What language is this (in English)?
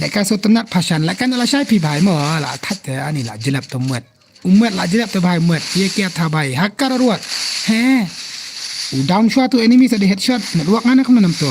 Khasi